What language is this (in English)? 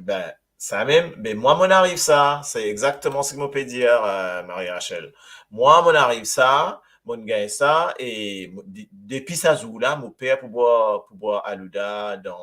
Morisyen